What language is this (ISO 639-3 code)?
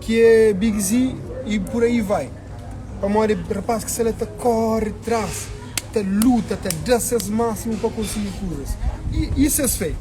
kea